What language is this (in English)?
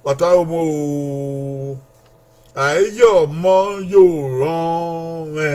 Bini